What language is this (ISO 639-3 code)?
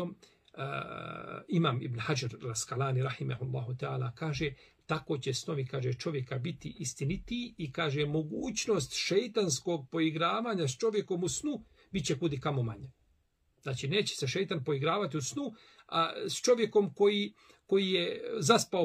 bos